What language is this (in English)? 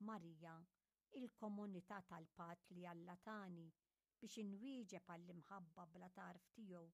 Maltese